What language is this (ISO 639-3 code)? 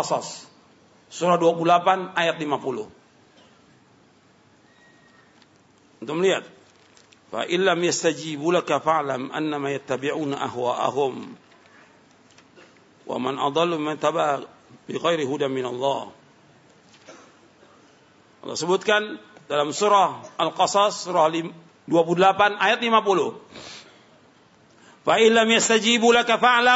ind